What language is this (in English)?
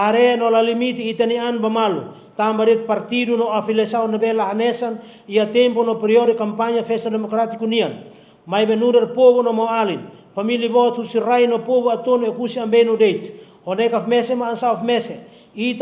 Tetum